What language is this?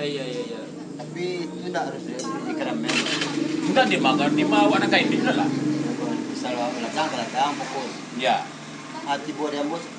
Minangkabau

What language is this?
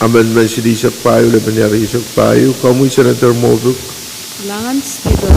Pohnpeian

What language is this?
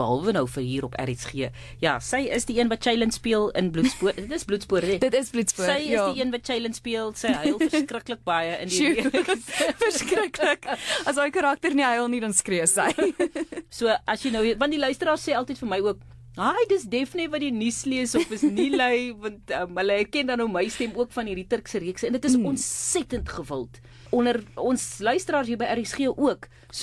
Afrikaans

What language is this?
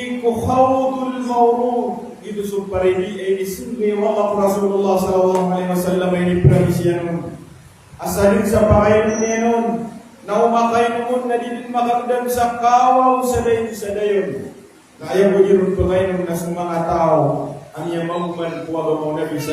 Maranao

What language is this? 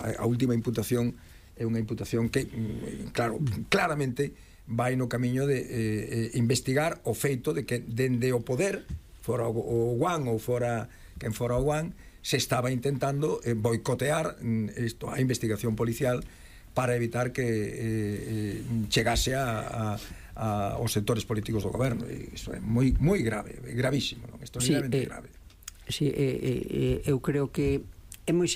Galician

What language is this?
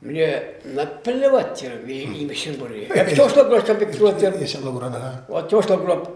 Chuvash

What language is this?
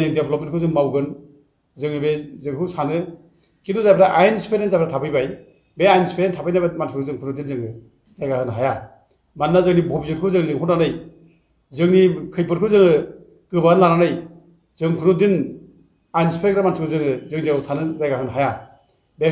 Bodo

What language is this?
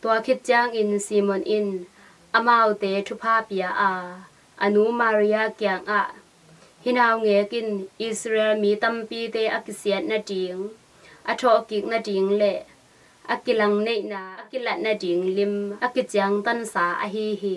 Tedim Chin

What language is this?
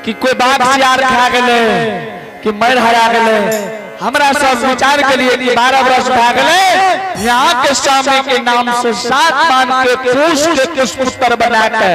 Angika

